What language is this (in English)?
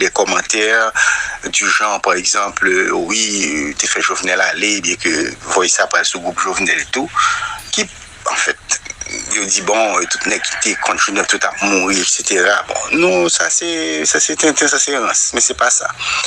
Haitian Creole